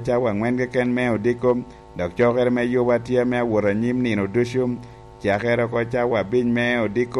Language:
Lango (Uganda)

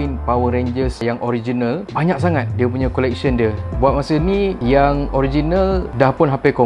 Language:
Malay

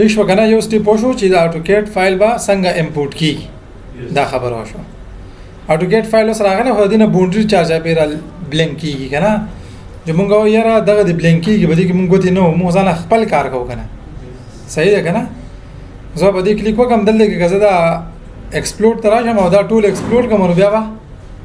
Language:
Pashto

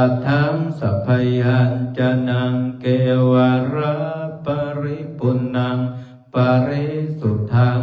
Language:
Pali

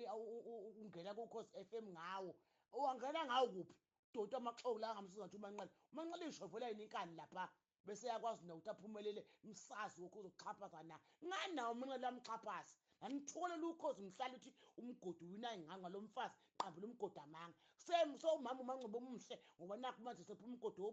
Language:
Zulu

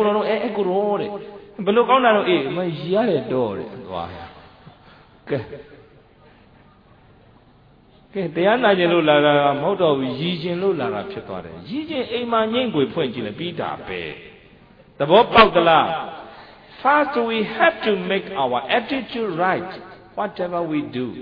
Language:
Burmese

